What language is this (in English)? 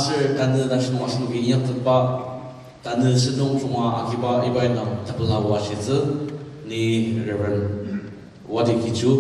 Ao Naga